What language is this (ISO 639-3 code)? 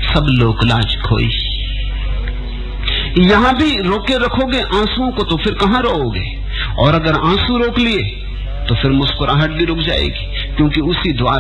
hin